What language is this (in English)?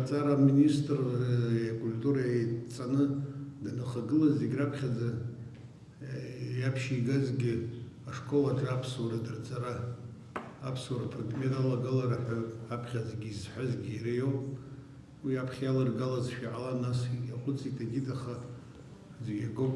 Abkhazian